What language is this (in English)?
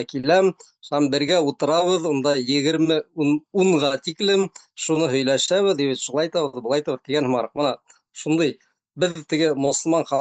Bashkir